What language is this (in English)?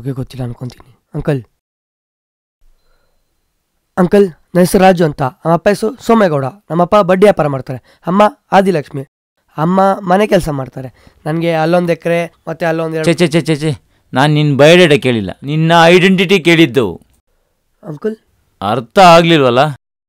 Kannada